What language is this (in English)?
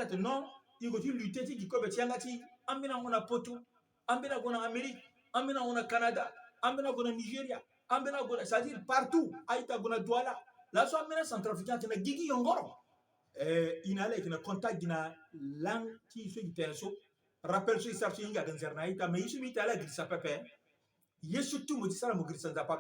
Sango